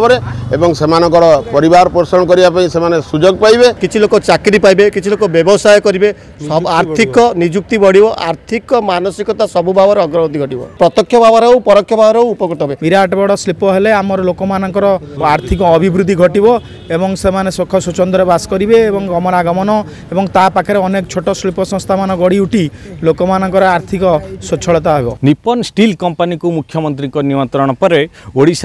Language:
Odia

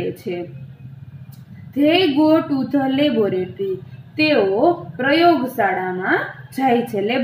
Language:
Gujarati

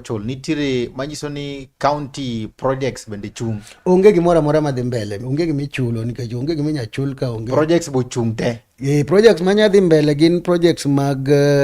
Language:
Luo (Kenya and Tanzania)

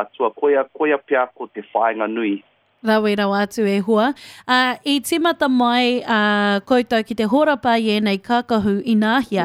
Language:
Māori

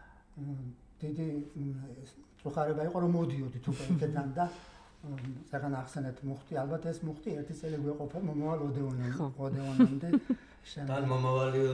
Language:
Georgian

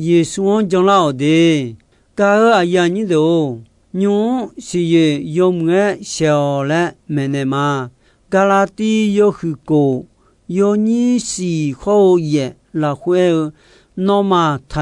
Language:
Akha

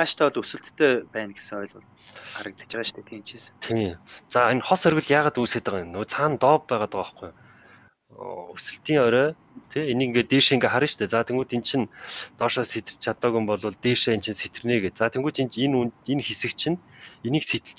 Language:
Mongolian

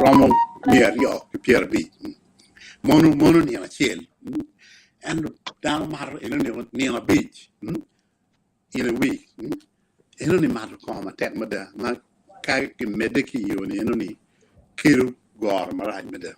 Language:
Acoli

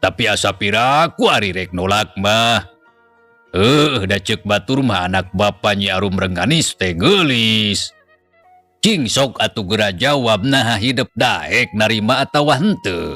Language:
Sundanese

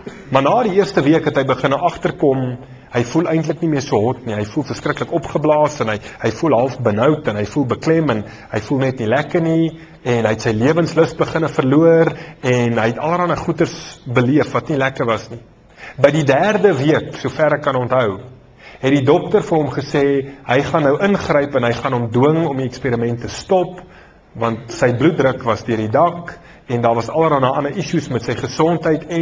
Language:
Afrikaans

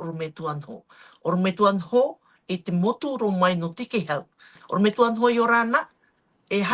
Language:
Tahitian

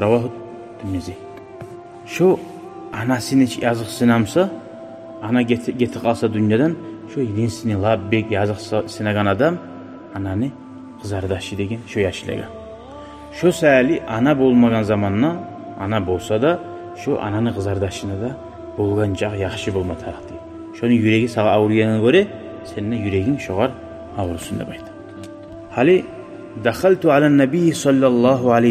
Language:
Kumyk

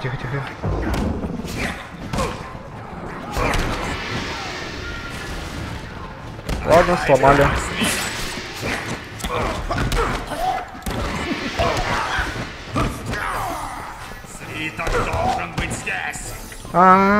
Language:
Russian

